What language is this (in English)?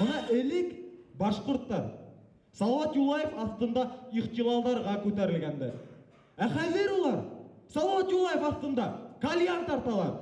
Bashkir